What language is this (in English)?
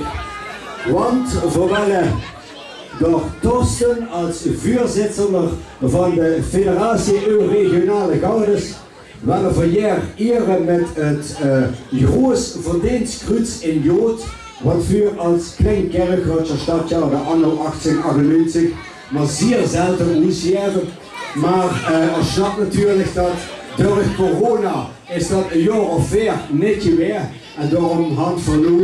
Limburgish